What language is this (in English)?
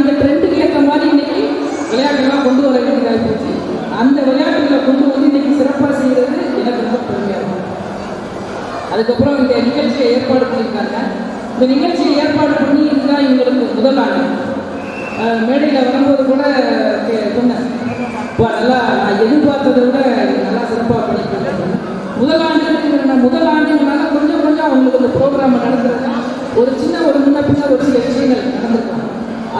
Tamil